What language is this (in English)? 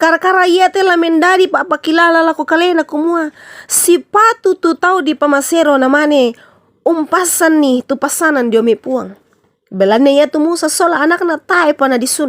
Toraja-Sa'dan